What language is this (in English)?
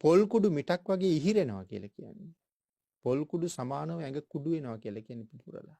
Sinhala